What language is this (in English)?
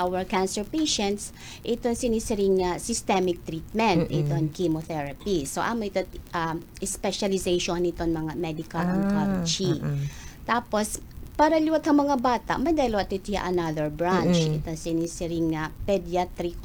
Waray